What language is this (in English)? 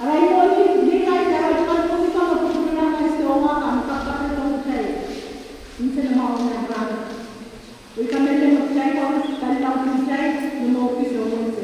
Pohnpeian